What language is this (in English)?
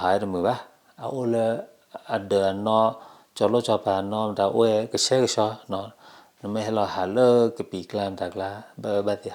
S'gaw Karen